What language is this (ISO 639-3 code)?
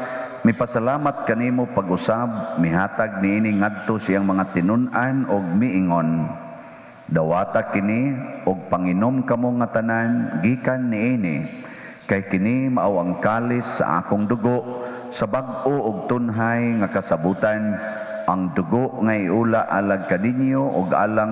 ceb